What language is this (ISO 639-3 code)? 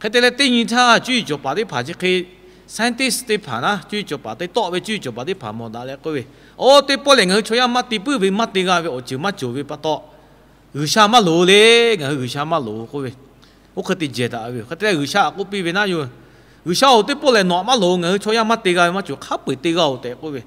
lhu